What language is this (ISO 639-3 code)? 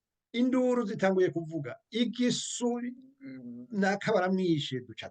run